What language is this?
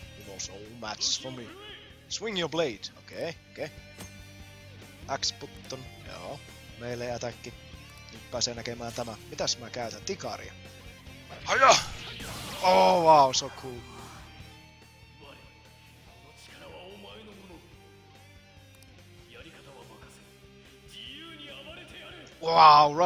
Finnish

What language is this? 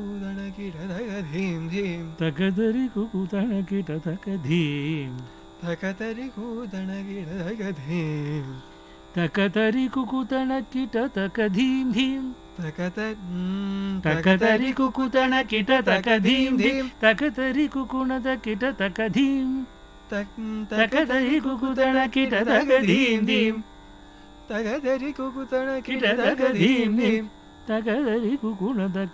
Kannada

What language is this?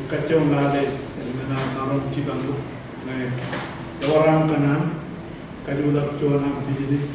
Marshallese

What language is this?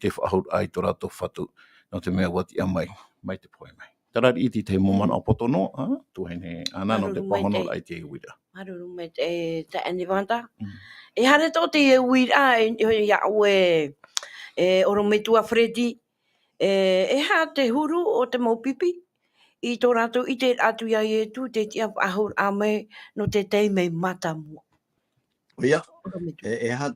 Tahitian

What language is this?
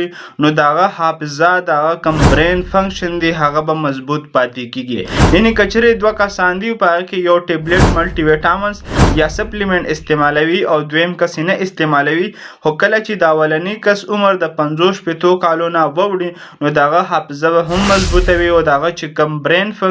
Pashto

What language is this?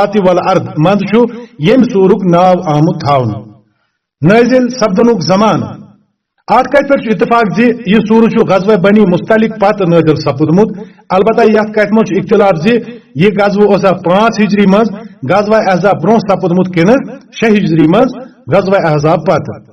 Kashmiri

